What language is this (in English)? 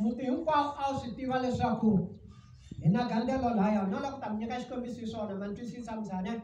Tsonga